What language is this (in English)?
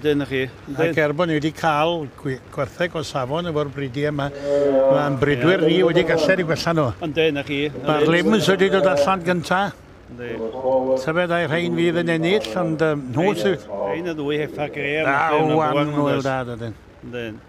Welsh